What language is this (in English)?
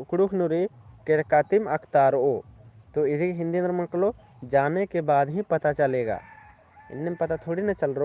Kurukh